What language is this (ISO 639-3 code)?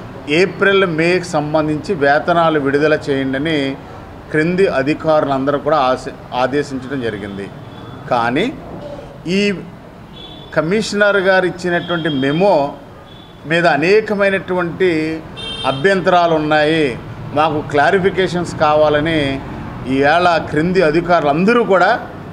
tel